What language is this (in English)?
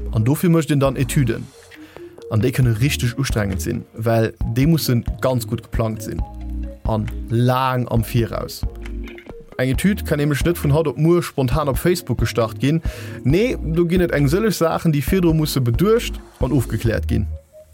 Luxembourgish